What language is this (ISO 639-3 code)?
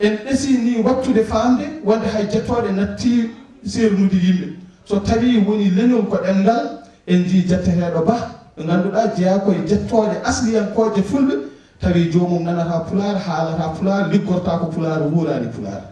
ful